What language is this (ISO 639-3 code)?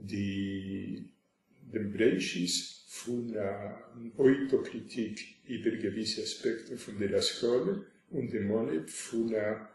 yid